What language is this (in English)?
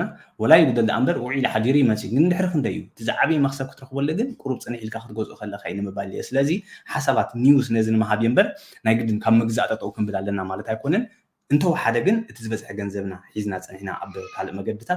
Tigrinya